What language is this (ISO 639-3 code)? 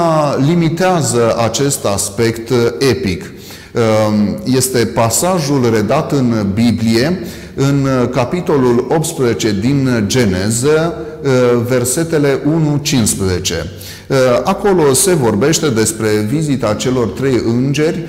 ron